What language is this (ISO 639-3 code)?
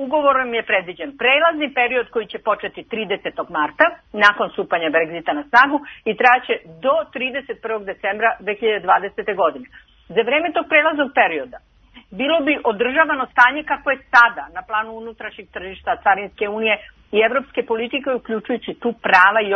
srp